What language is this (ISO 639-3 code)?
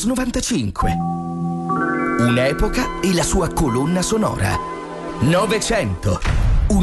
ita